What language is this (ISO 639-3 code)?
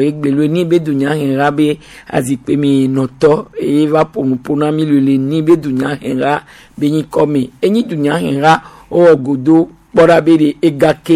gej